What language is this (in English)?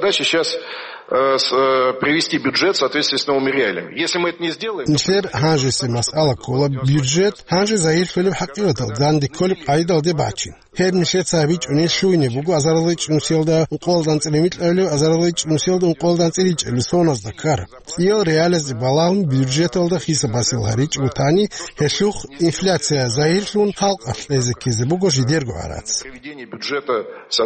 Avaric